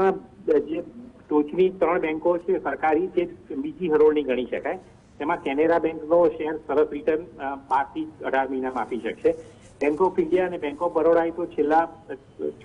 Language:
Gujarati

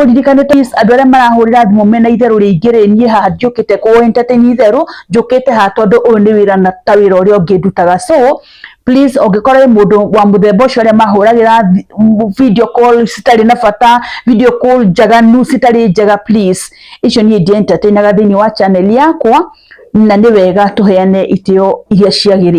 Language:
Kikuyu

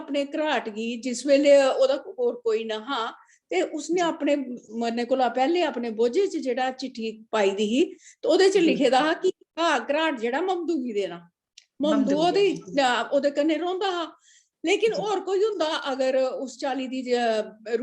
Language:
Dogri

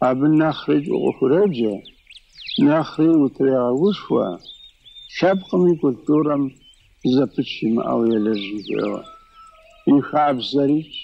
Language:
Kabardian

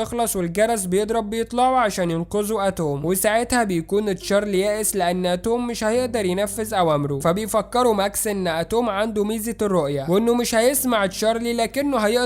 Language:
Egyptian Arabic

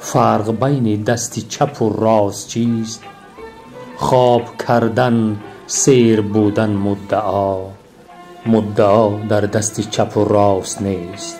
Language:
Tajik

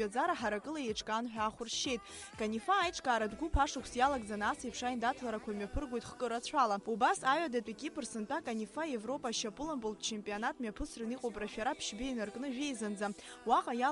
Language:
Abkhazian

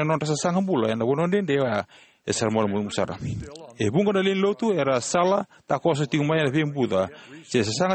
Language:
Fijian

